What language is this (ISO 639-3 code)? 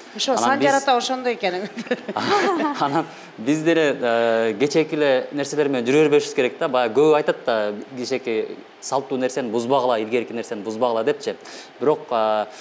kir